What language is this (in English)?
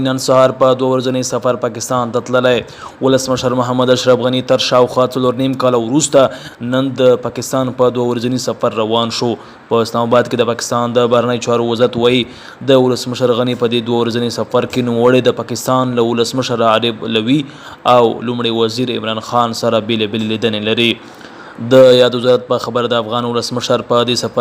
Pashto